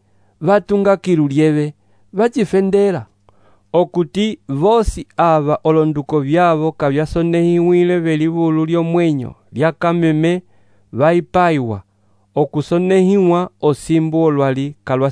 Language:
Umbundu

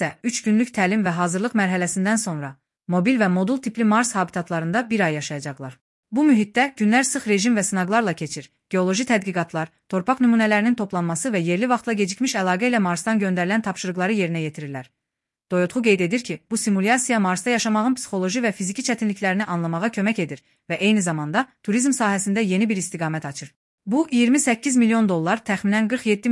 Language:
Azerbaijani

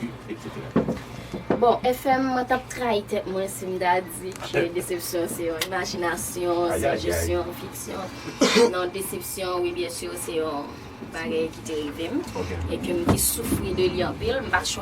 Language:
Haitian Creole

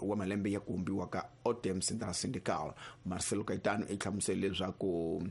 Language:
Tsonga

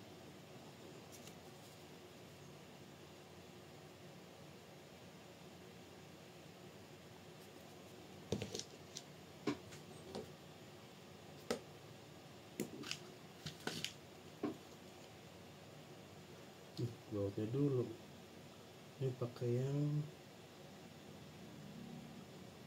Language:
Indonesian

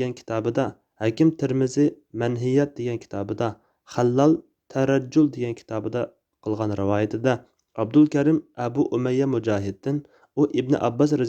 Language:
Uyghur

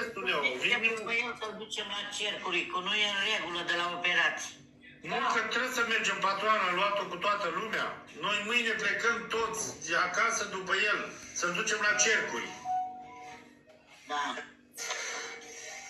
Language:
Romanian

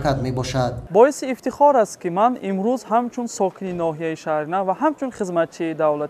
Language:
Tajik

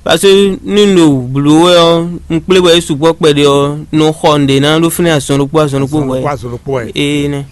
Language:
Fon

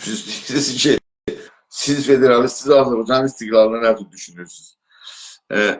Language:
South Azerbaijani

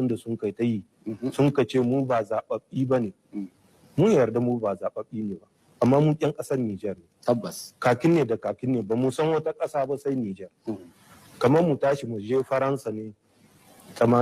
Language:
Hausa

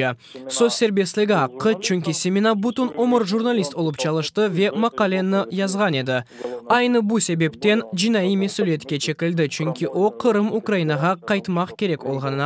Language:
Crimean Tatar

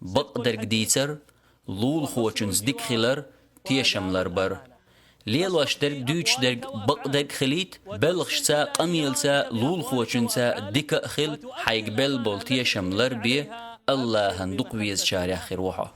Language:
Chechen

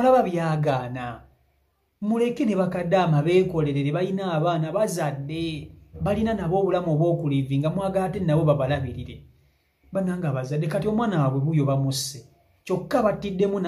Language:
Ganda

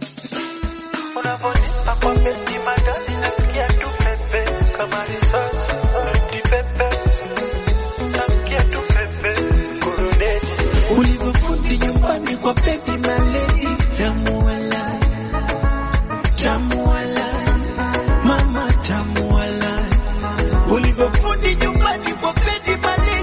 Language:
Swahili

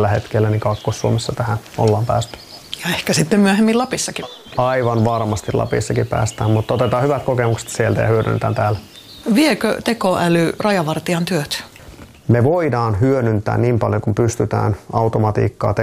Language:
Finnish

